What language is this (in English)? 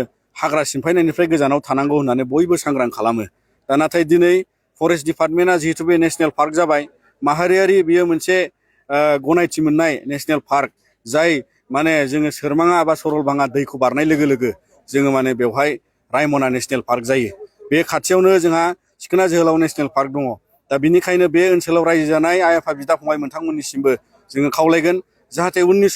Bodo